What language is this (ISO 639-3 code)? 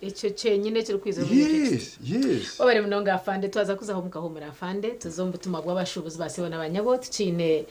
nyn